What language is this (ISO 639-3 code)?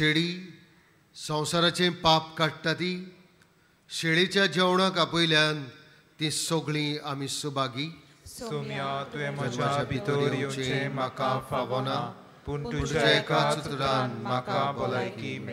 kok